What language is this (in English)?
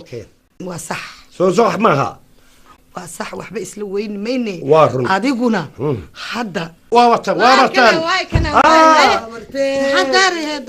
Somali